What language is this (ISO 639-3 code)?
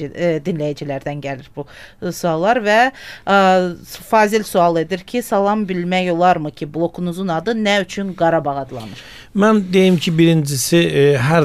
aze